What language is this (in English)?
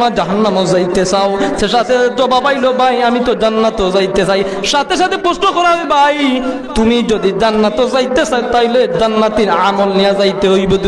Sylheti